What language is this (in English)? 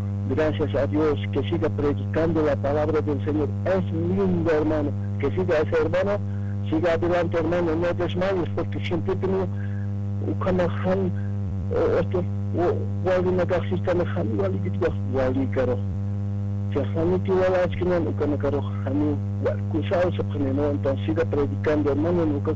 Aymara